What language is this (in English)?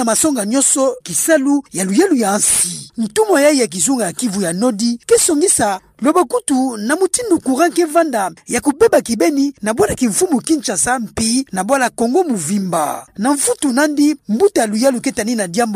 Kituba (Democratic Republic of Congo)